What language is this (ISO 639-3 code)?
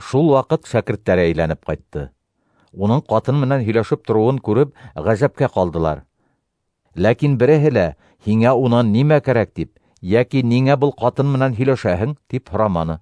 bak